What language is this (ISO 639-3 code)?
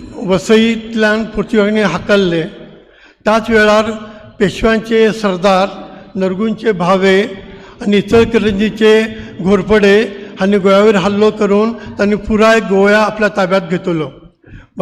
kok